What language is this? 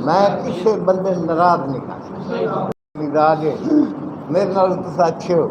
Saraiki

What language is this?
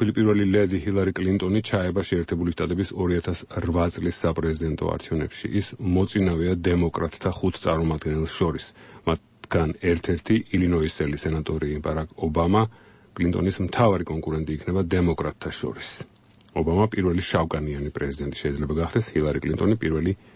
Georgian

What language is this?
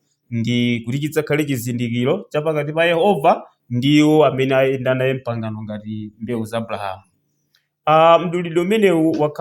Nyanja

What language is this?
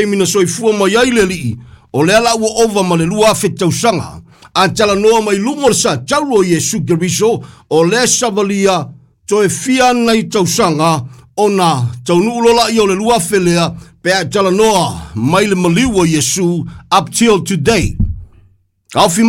Samoan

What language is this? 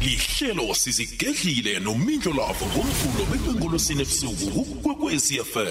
South Ndebele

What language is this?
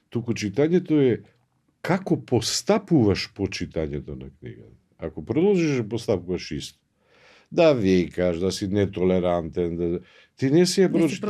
Macedonian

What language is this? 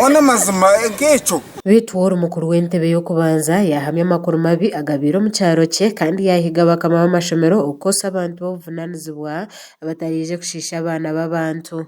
Nyankole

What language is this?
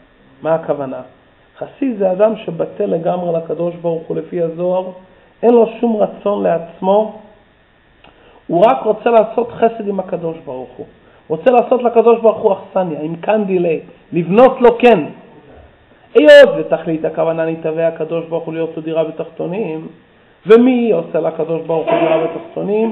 Hebrew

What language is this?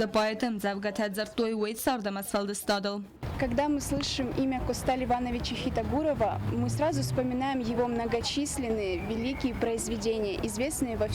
Ossetic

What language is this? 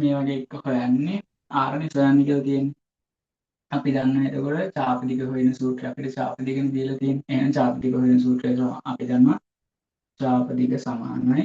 Sinhala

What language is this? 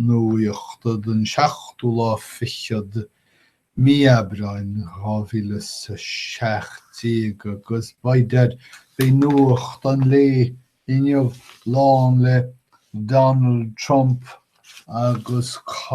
Irish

